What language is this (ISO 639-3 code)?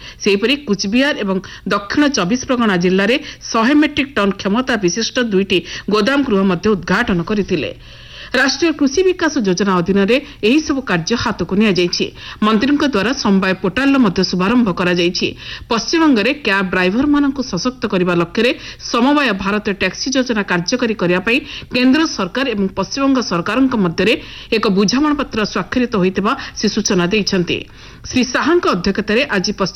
ori